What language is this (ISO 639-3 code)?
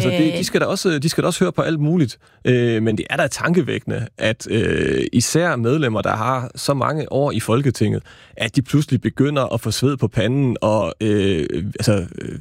dan